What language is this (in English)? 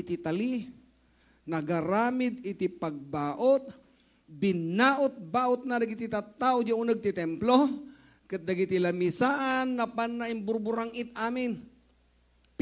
Iloko